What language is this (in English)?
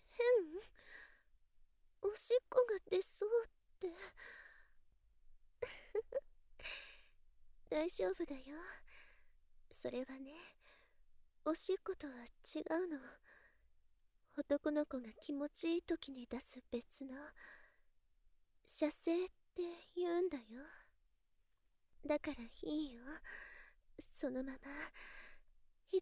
Japanese